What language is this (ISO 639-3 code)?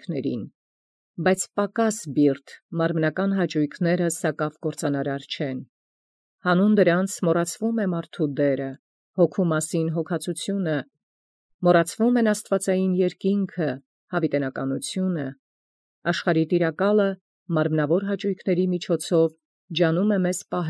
hye